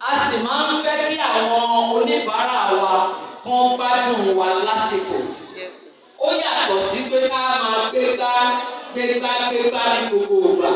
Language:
Yoruba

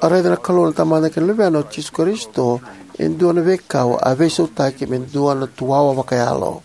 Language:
Fijian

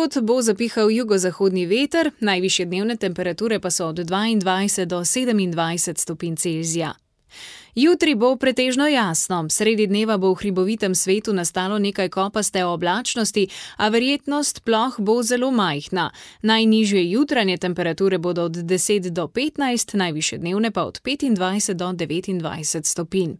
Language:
Slovenian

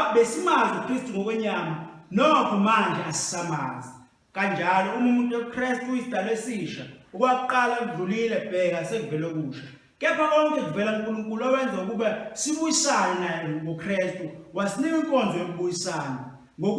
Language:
Zulu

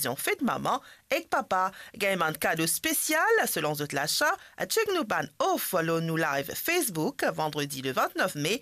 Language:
Morisyen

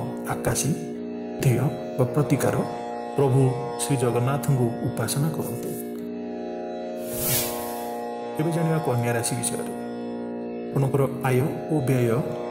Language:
Odia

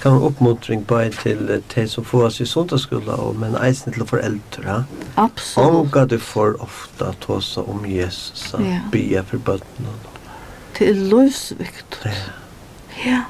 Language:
Faroese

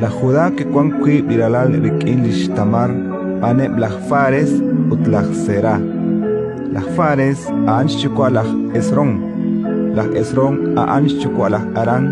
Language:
Kekchí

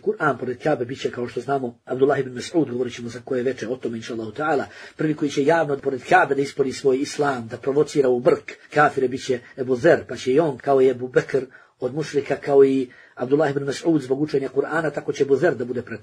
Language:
Bosnian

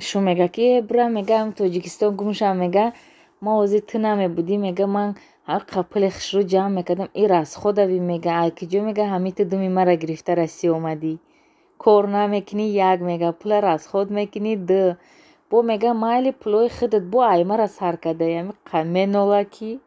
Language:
Tajik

